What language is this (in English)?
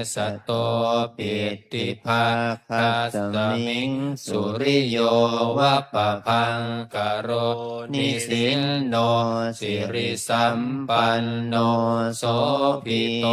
Pali